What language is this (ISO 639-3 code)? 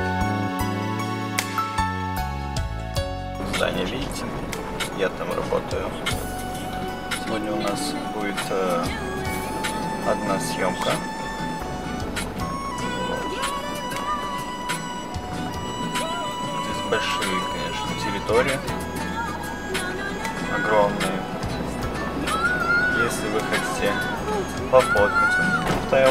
rus